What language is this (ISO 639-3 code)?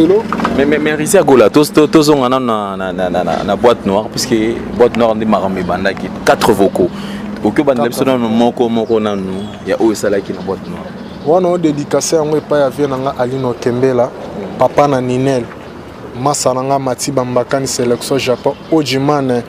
lin